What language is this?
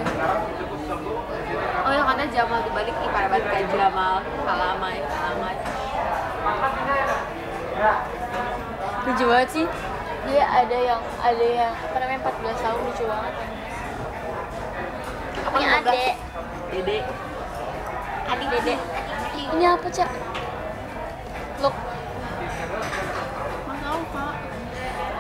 Indonesian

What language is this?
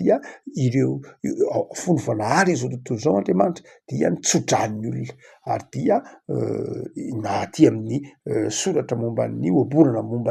Malagasy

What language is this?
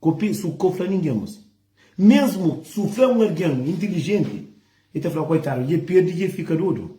Kabuverdianu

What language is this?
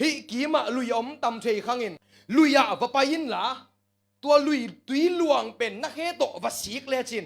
Tedim Chin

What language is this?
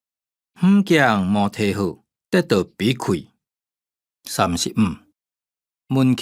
Hakka Chinese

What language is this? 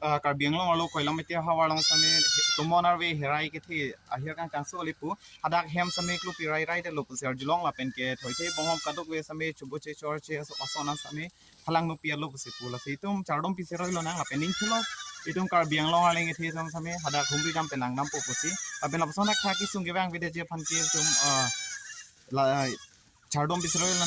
Karbi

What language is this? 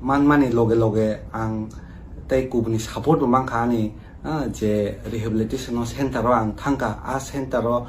Kok Borok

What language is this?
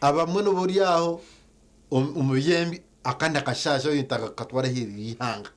Nyankole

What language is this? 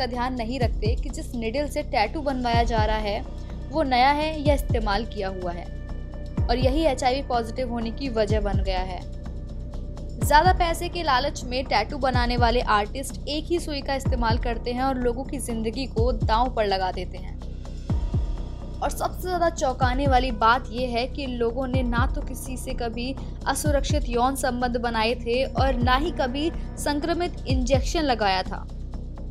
Hindi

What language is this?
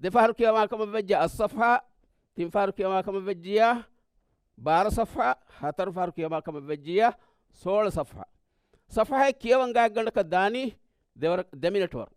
Divehi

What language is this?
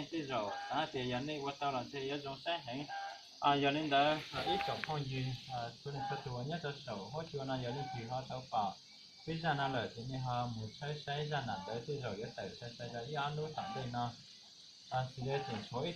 Hmong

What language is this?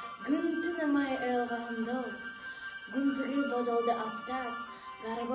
Buriat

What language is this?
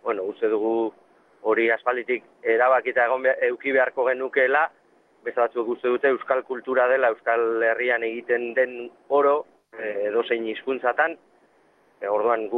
Basque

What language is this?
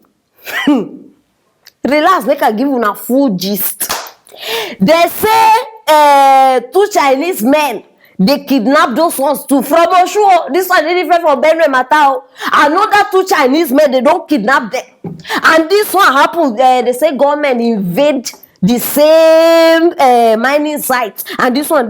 Nigerian Pidgin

